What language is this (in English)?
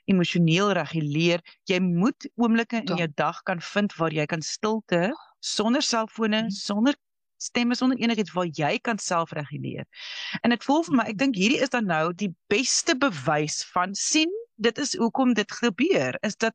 Afrikaans